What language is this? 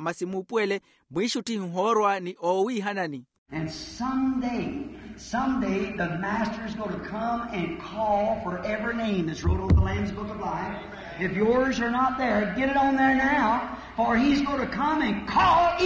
Makhuwa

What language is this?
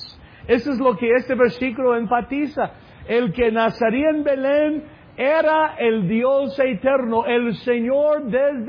Spanish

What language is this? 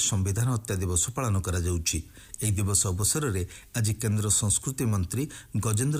Odia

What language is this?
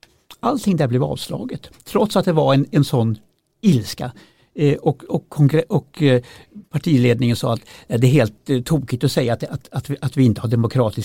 Swedish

